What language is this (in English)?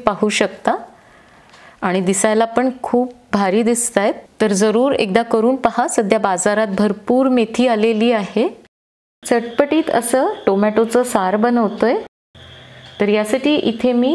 Marathi